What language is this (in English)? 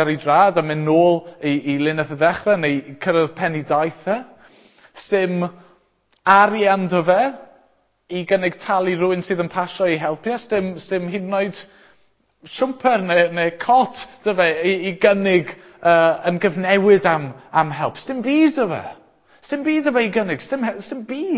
Welsh